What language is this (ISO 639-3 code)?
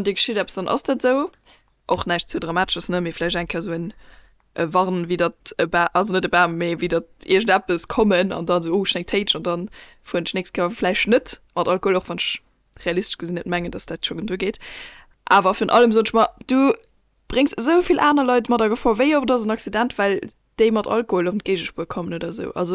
ltz